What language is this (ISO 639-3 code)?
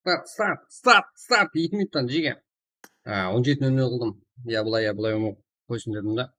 kaa